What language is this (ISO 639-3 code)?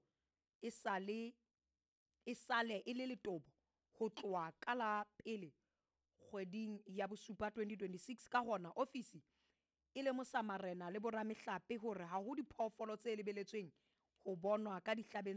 sot